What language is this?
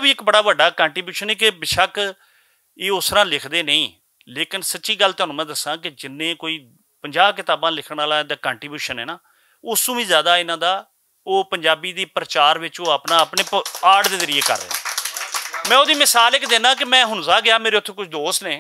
Western Panjabi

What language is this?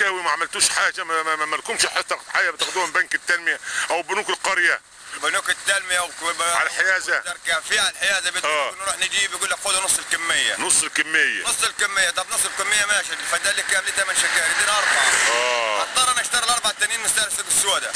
Egyptian Arabic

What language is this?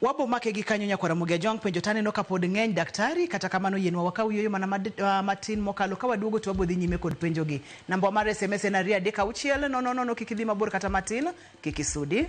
Luo (Kenya and Tanzania)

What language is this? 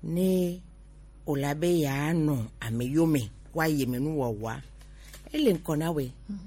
Gen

